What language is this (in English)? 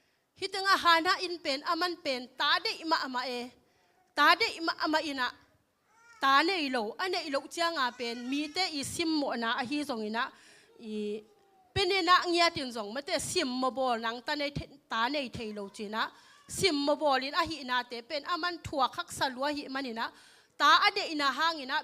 Tedim Chin